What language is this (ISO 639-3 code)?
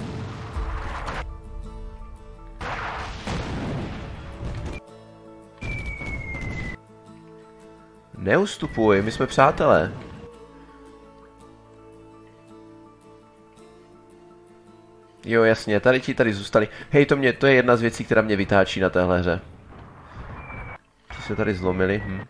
ces